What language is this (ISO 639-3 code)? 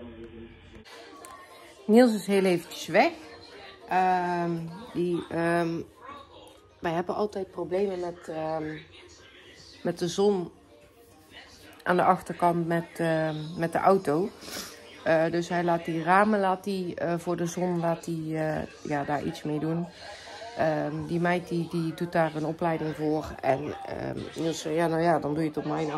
nld